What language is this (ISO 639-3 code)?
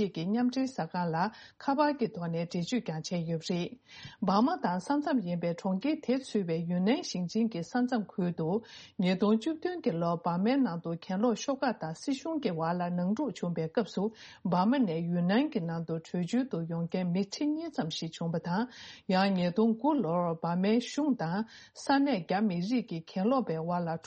bod